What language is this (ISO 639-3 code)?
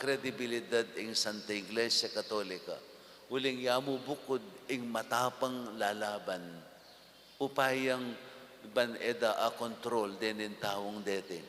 pam